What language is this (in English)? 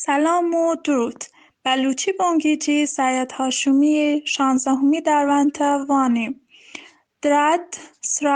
Baluchi